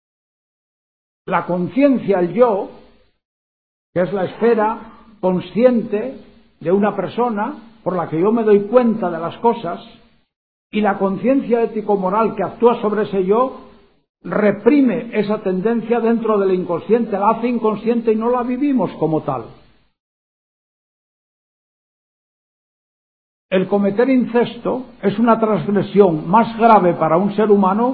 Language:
Spanish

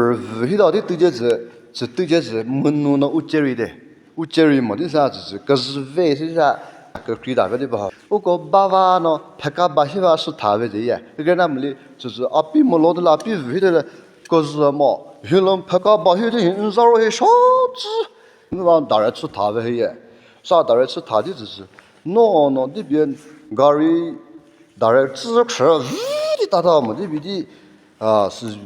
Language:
Chokri Naga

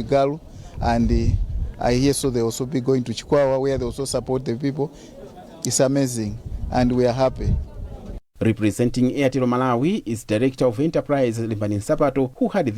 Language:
English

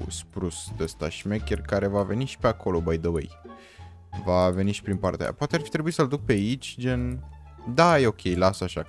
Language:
Romanian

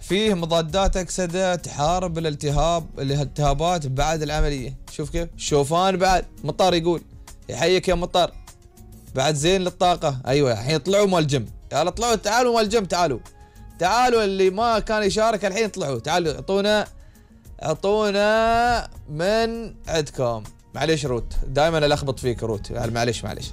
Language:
Gulf Arabic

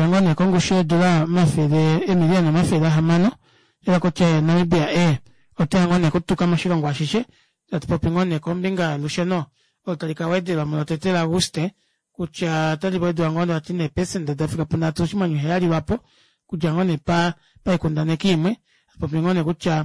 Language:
Kuanyama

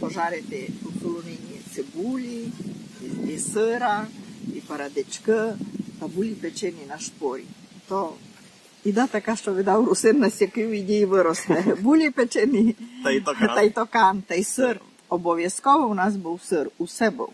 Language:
Rusyn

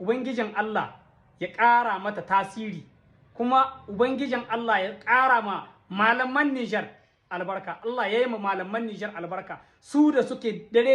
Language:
Hausa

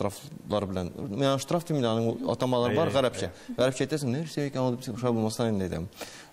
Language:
Tatar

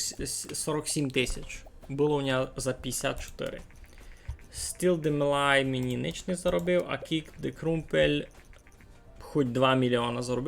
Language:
Rusyn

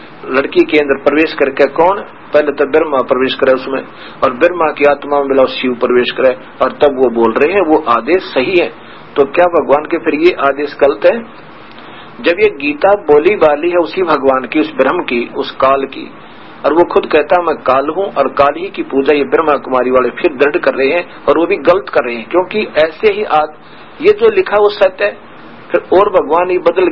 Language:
Hindi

